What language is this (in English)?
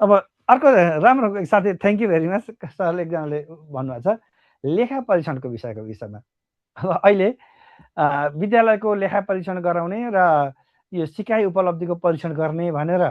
Nepali